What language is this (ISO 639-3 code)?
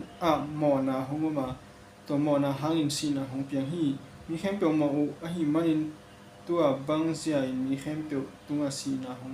ctd